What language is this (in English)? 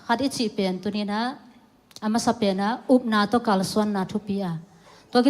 Tedim Chin